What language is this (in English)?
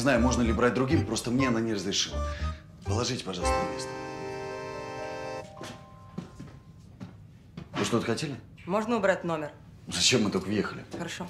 Russian